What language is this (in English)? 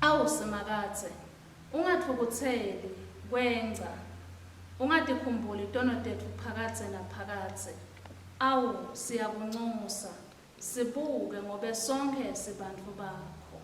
Swati